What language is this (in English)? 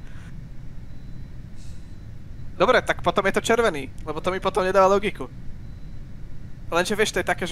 Slovak